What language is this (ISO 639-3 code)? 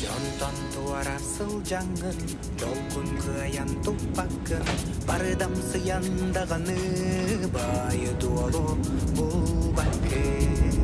sah